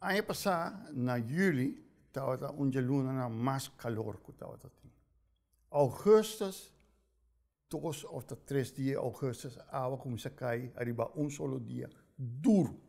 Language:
Papiamento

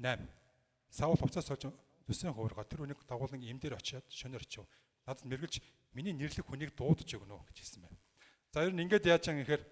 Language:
Mongolian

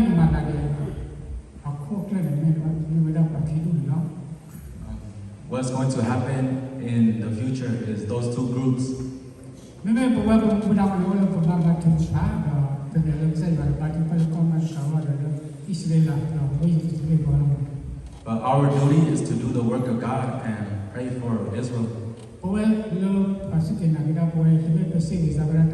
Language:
S'gaw Karen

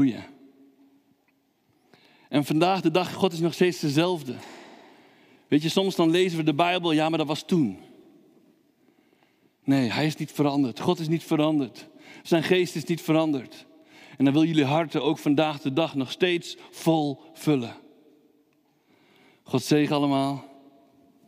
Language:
Dutch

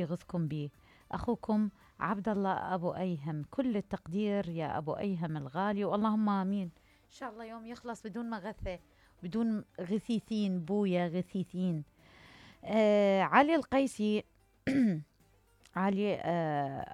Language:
Mesopotamian Arabic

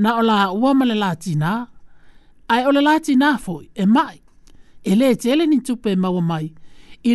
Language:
Samoan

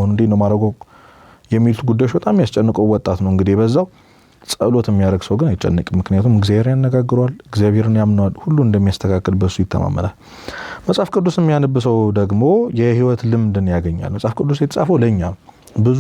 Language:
Amharic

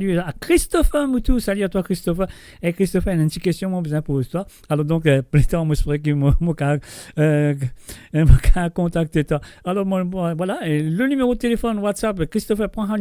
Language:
Morisyen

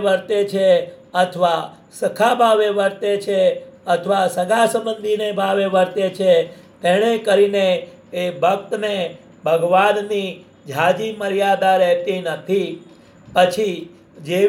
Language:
Gujarati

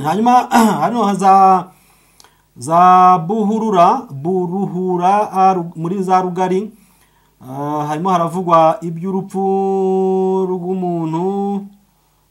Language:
Kinyarwanda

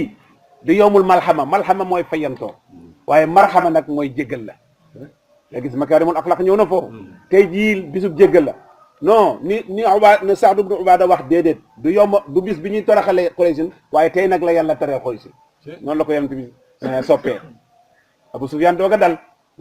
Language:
Wolof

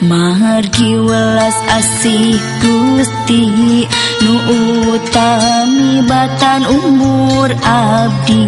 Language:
Sundanese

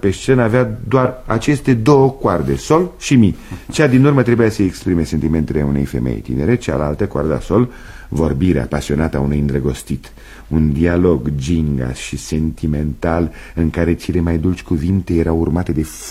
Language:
Romanian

